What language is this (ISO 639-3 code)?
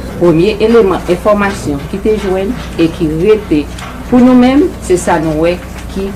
hat